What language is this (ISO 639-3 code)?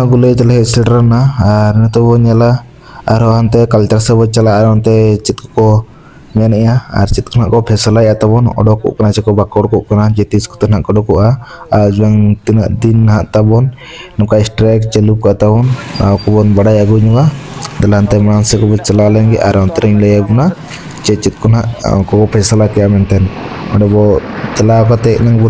sat